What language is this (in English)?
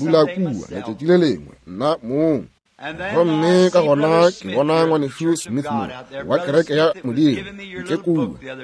Northern Sotho